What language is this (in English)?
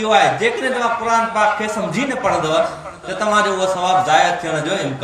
Sindhi